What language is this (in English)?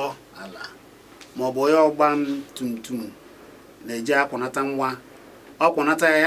Igbo